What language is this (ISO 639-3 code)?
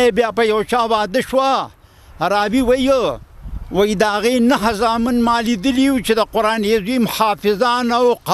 pus